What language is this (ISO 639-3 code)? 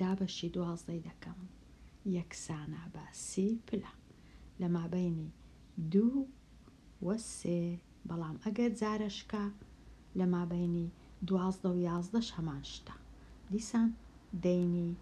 ckb